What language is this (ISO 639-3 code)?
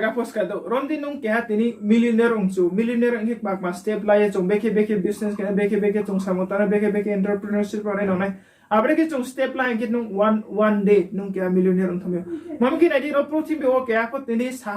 ria